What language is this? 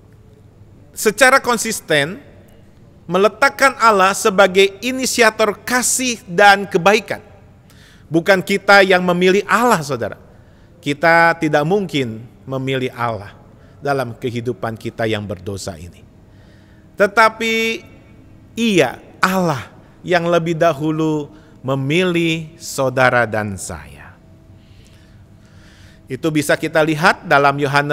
Indonesian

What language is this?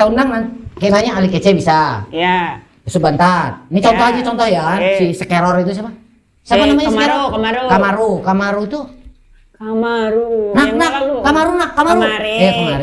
Banjar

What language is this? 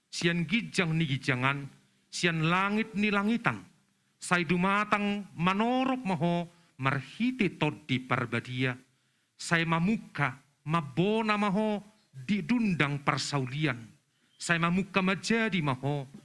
Batak Toba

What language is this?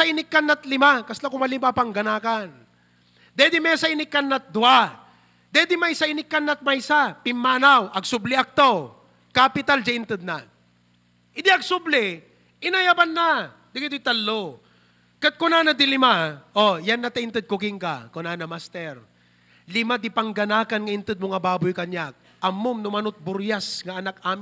Iloko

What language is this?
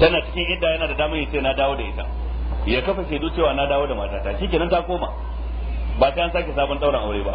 Hausa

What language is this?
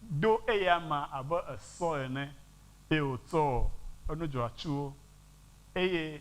Ewe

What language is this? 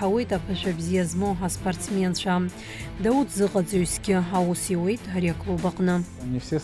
Abkhazian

